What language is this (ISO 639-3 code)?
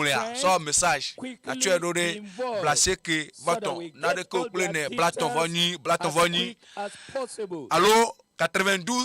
ewe